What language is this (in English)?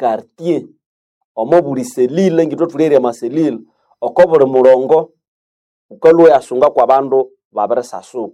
Nande